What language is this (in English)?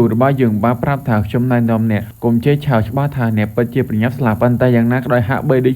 Khmer